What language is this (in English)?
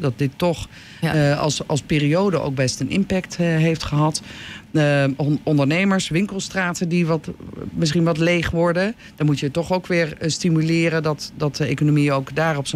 Dutch